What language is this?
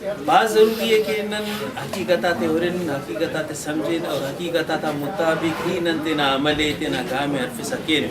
Brahui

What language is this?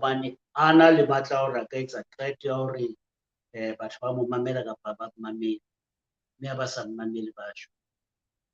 Southern Sotho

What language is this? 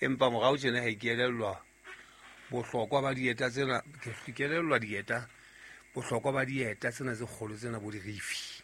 Southern Sotho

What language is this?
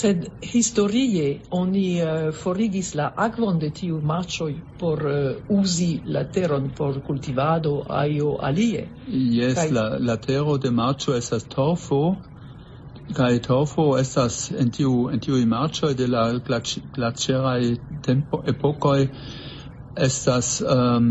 Esperanto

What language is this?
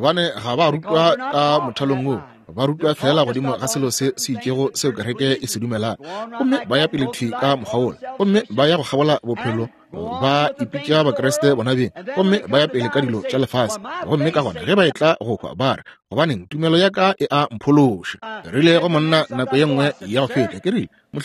Northern Sotho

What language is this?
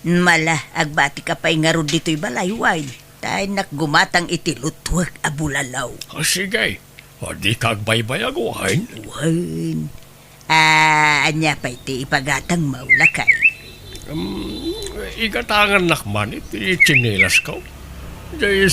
Iloko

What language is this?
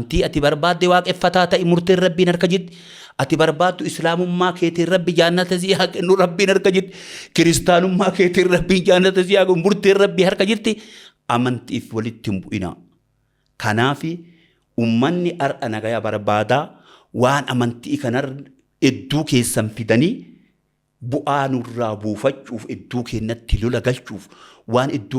Oromo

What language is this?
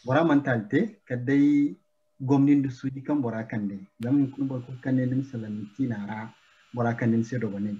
Zarma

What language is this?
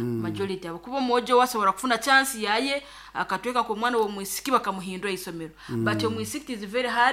Nyankole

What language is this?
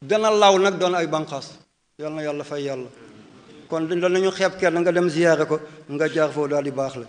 Wolof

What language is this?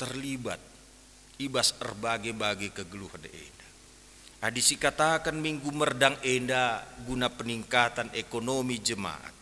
Batak Karo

